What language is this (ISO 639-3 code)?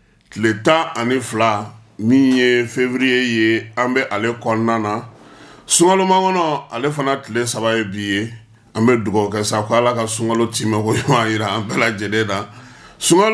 bam